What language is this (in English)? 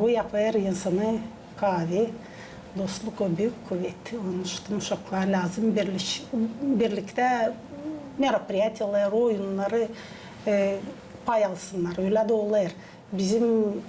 Gagauz